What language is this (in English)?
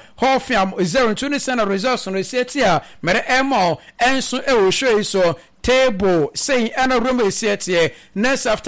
Akan